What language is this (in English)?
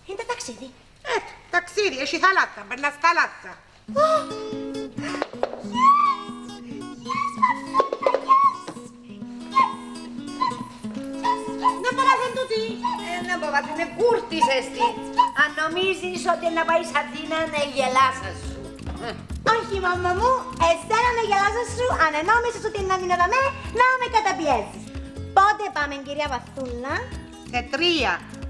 Greek